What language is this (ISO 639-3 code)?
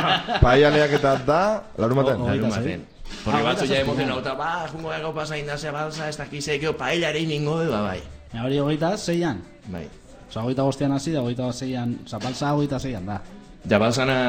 eus